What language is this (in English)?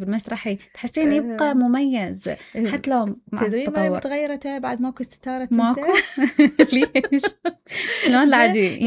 Mesopotamian Arabic